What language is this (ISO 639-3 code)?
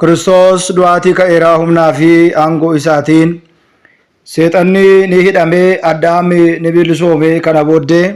orm